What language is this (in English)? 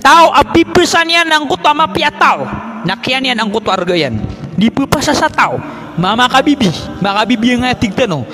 Maranao